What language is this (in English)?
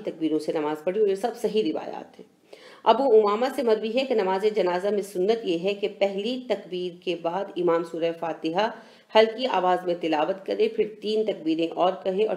Urdu